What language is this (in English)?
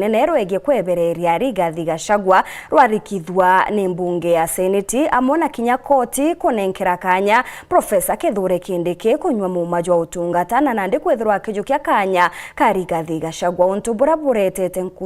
Meru